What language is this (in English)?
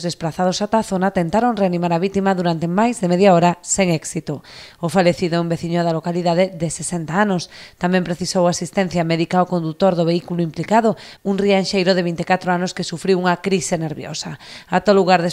Galician